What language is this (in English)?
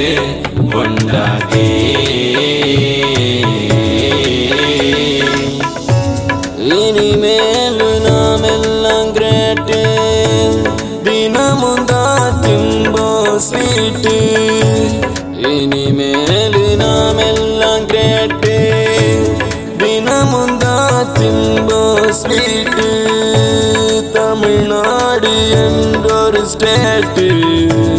Tamil